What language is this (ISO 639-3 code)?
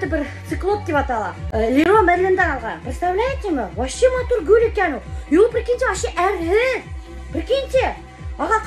bak